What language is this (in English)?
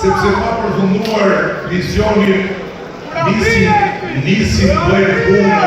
Albanian